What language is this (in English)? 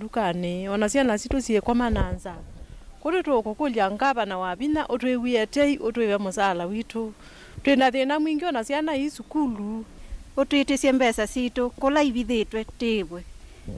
Kamba